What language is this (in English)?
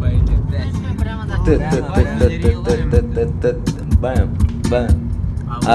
Yakut